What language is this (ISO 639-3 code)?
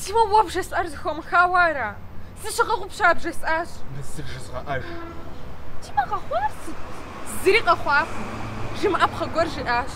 kbd